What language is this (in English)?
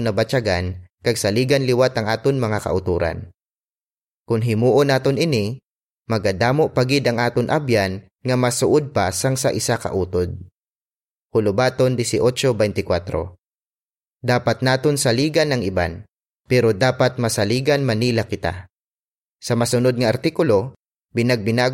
Hiligaynon